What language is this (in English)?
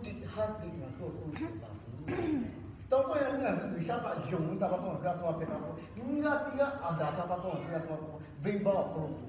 Lahu